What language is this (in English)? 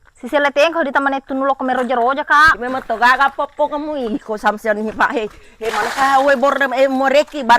Buginese